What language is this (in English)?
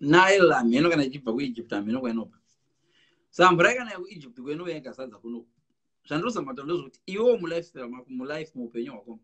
Shona